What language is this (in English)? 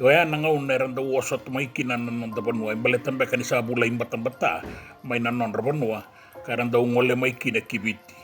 Fijian